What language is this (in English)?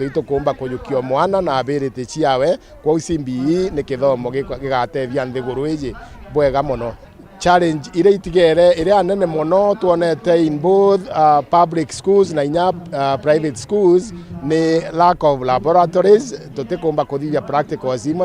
Meru